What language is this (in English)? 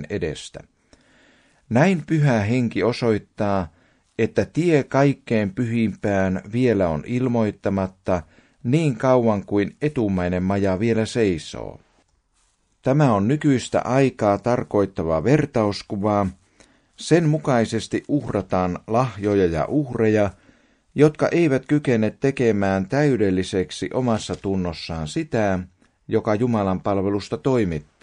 Finnish